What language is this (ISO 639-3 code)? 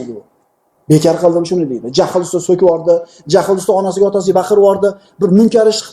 uzb